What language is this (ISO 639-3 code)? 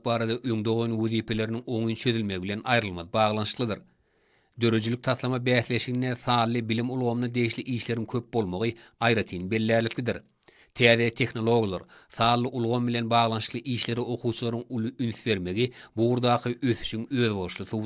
tuk